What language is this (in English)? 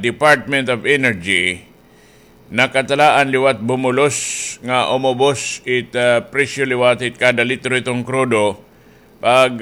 Waray